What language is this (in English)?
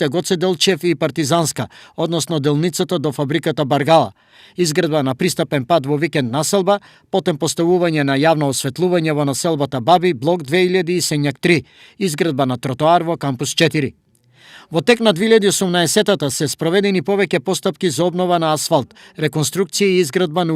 Macedonian